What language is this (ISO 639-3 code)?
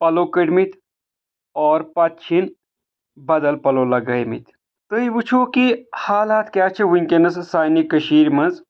kas